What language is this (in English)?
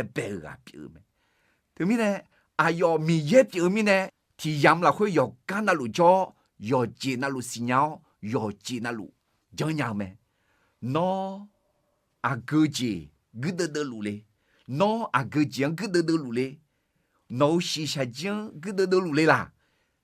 Akha